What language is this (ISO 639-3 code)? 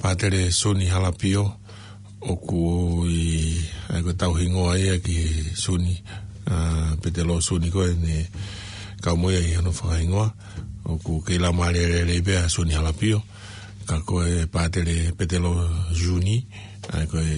ton